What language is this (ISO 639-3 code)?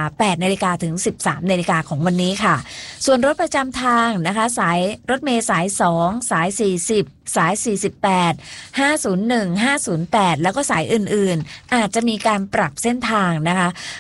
tha